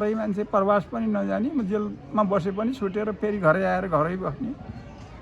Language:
Nepali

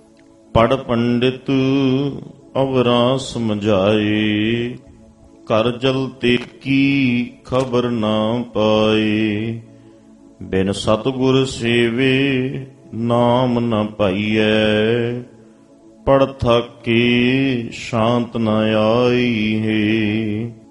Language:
Punjabi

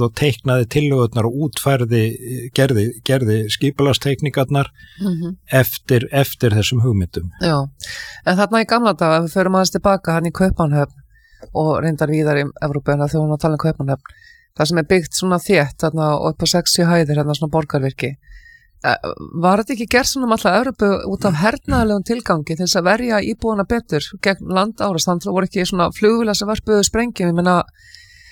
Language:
Icelandic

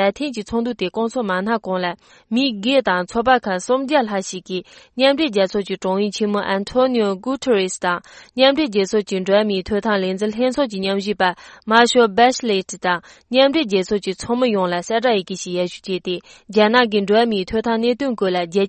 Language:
Tibetan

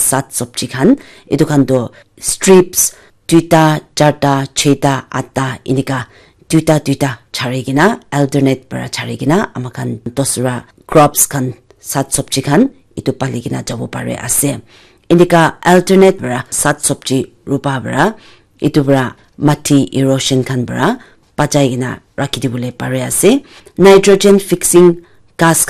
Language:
Naga Pidgin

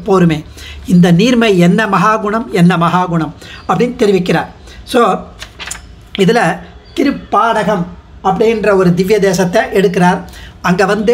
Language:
Tamil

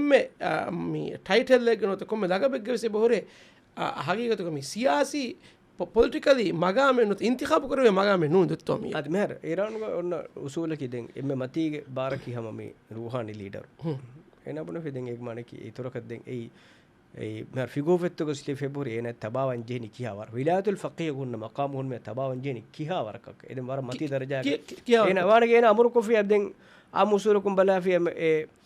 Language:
Divehi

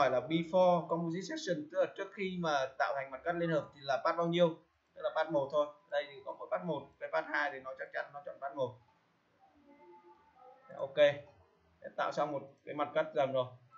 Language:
Vietnamese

